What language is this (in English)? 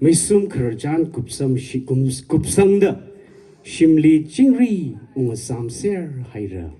Tangkhul Naga (India)